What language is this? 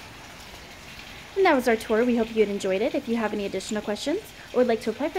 English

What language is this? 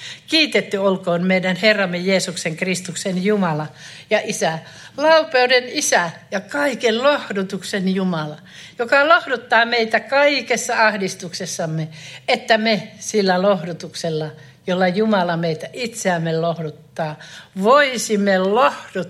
Finnish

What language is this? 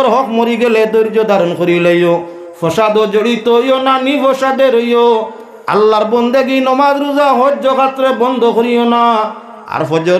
Sylheti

